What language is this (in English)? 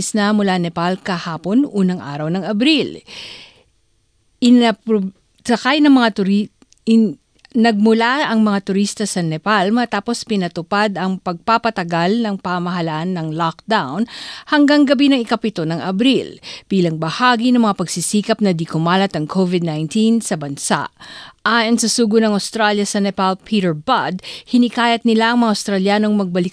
Filipino